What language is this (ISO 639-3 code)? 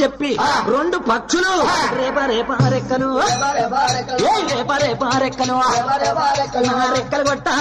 tel